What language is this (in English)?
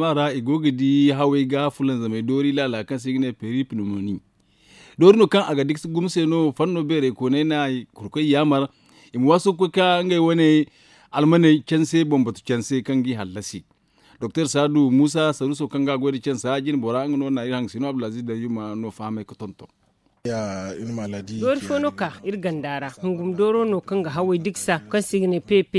Zarma